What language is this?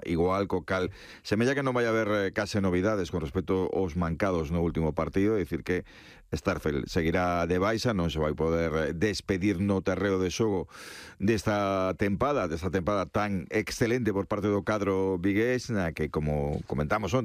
Galician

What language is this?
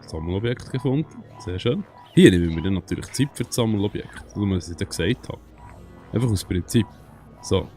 Swiss German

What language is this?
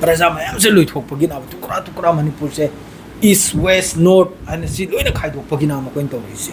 Manipuri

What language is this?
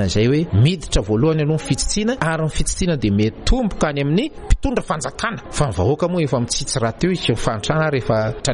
Malagasy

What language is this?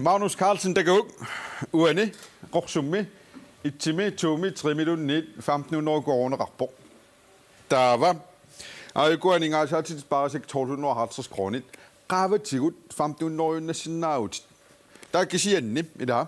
Kalaallisut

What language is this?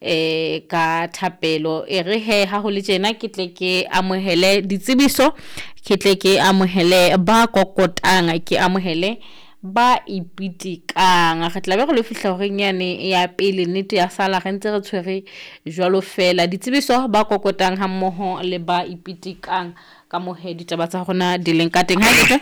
Southern Sotho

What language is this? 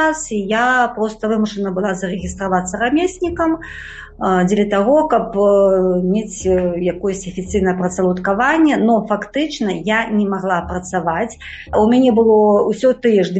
Belarusian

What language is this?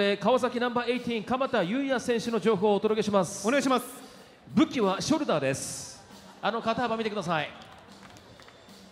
Japanese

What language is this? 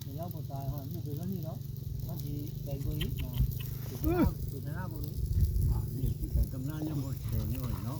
Northeastern Thai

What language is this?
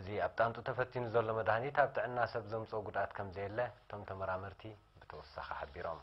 Tigrinya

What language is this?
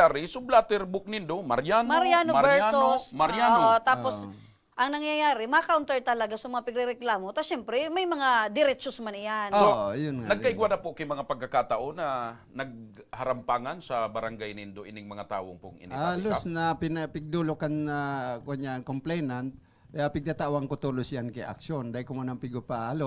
Bikol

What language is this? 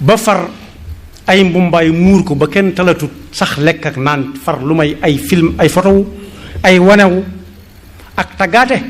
Wolof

